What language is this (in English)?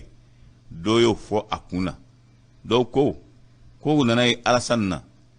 Bambara